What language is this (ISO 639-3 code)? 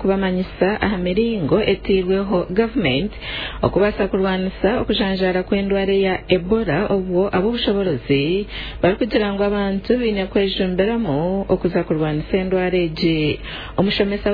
nyn